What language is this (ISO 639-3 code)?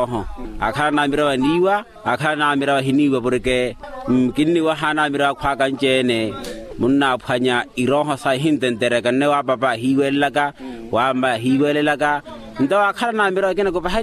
vmw